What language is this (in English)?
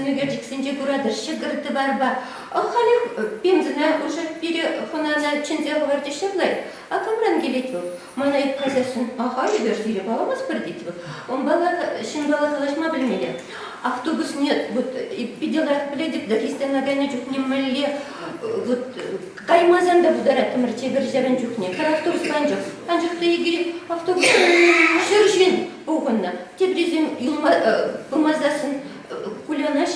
Chuvash